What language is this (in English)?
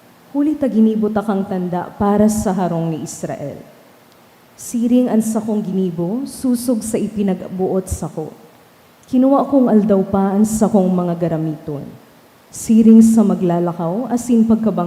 Bikol